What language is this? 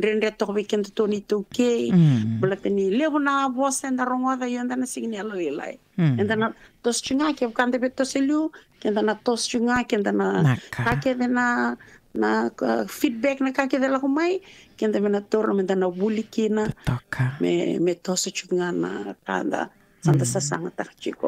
Fijian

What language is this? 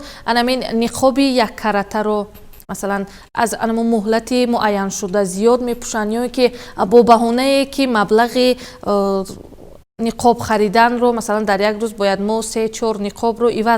Persian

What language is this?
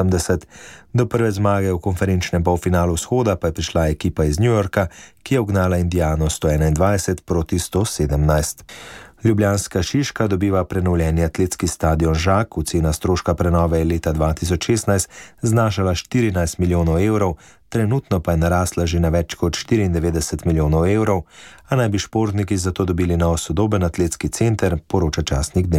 Slovenian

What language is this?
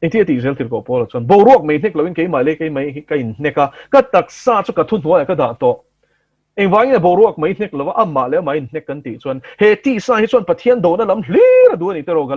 Mizo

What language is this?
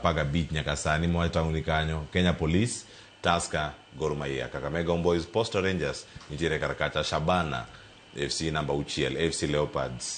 Luo (Kenya and Tanzania)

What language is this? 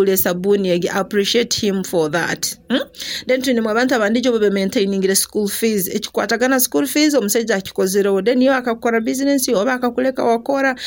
Nyoro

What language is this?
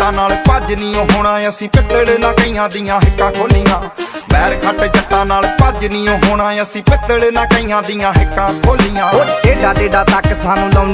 Punjabi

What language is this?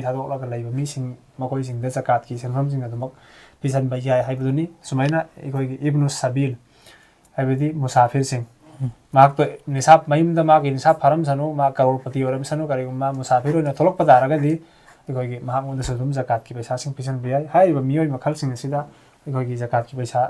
Manipuri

